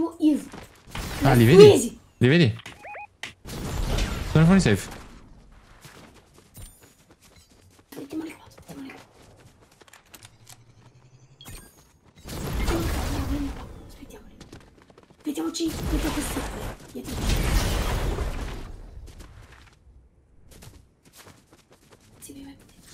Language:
Italian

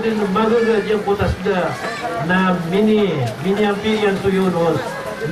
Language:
Maranao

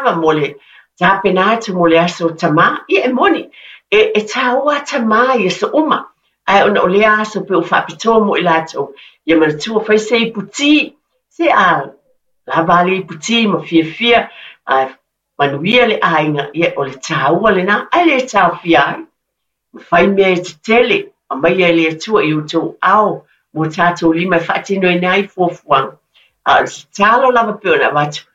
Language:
Samoan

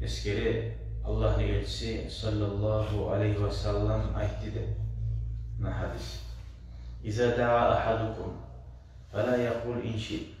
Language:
Kumyk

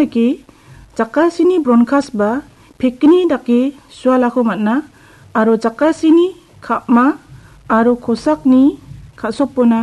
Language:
Garo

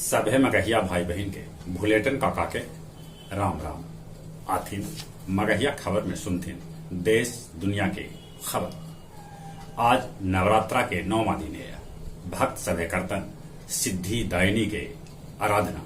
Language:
Magahi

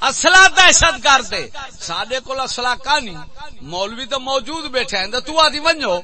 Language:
Saraiki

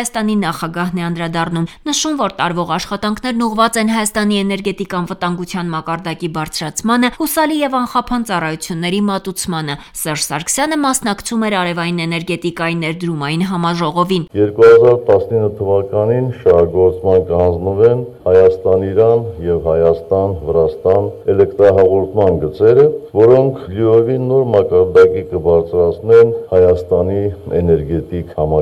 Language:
Armenian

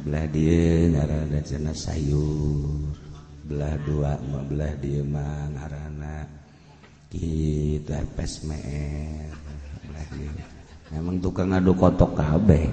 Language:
Sundanese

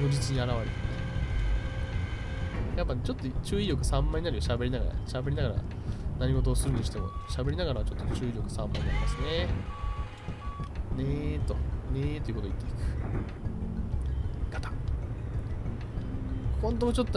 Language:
Japanese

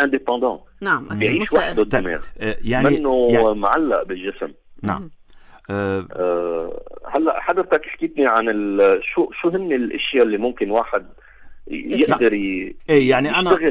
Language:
North Levantine Arabic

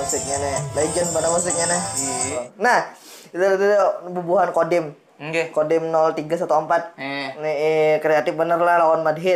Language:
Banjar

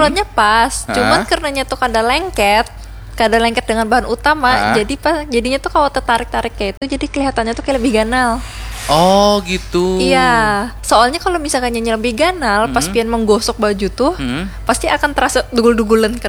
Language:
Banjar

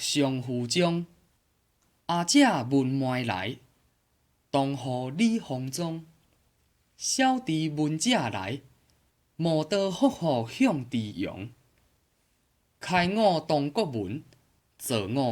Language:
Min Nan Chinese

